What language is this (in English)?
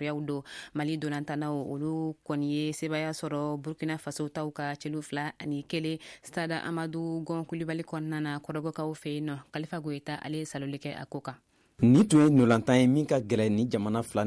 Bambara